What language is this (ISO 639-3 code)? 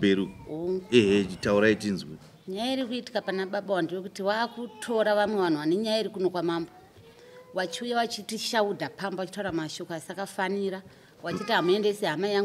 sna